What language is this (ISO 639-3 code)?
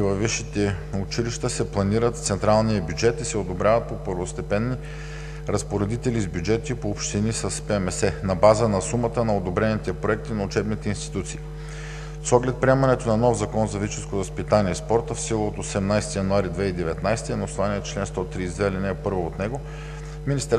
bul